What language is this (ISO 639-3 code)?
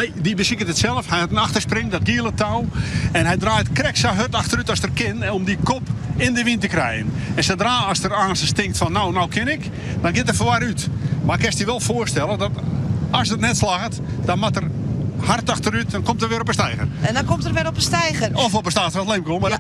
fry